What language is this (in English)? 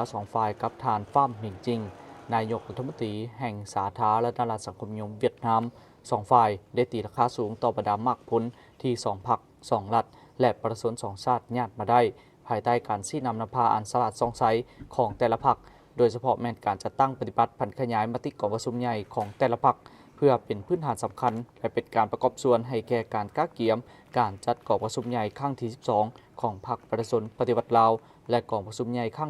Lao